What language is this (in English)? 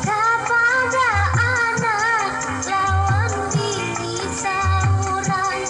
Banjar